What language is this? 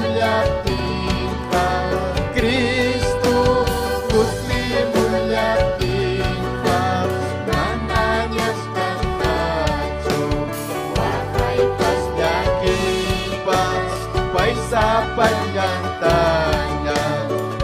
Ayacucho Quechua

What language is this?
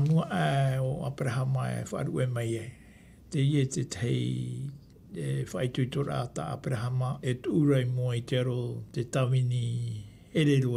Tahitian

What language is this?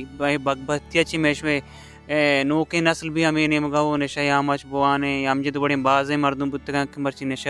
Baluchi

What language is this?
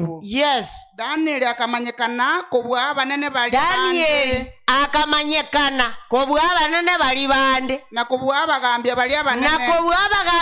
Gusii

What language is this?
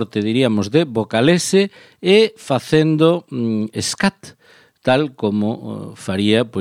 Galician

